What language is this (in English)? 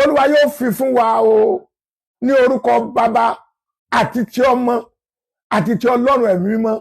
Yoruba